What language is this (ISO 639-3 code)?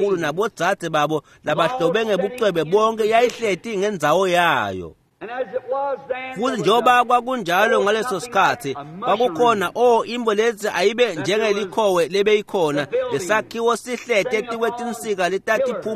ssw